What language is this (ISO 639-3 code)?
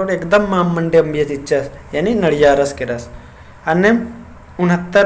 kru